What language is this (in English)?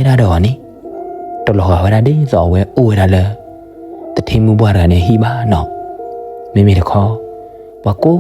S'gaw Karen